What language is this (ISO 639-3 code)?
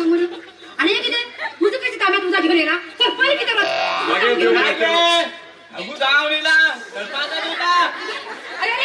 kok